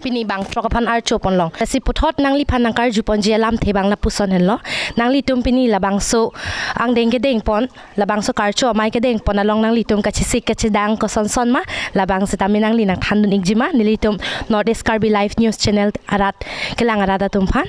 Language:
Karbi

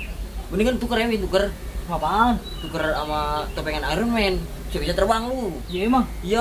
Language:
Betawi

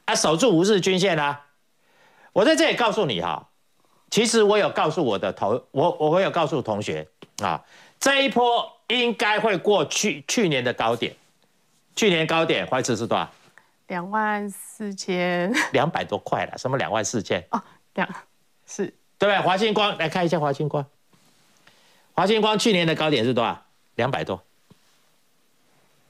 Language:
Chinese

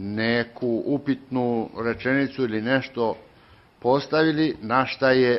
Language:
Serbian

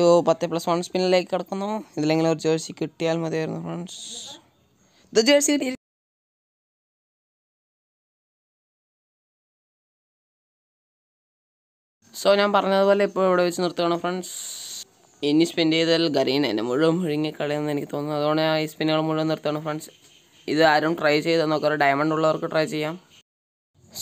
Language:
Malayalam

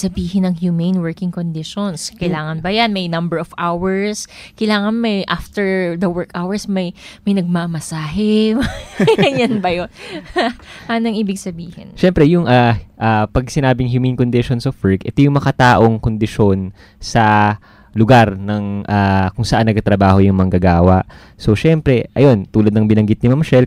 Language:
Filipino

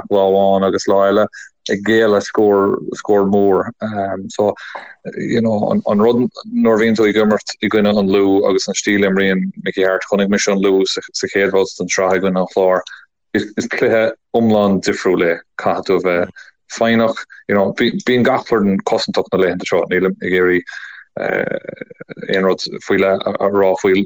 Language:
Irish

